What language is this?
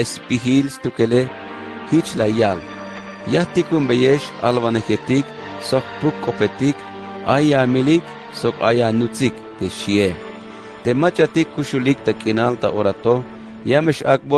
Tzeltal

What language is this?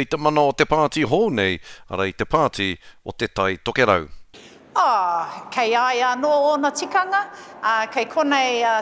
Māori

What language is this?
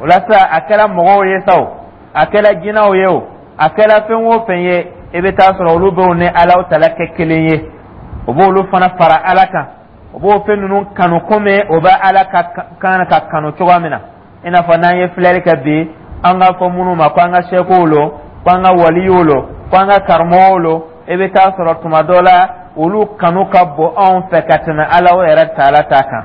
Dyula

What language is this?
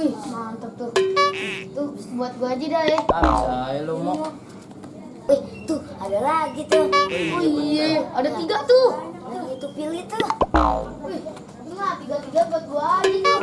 Betawi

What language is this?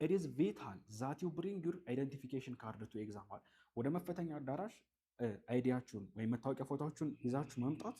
Amharic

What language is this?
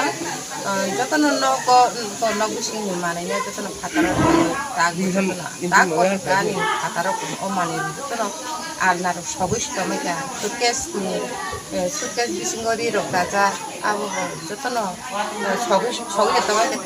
Kok Borok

